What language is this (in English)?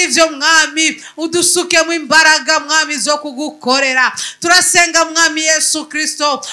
Rundi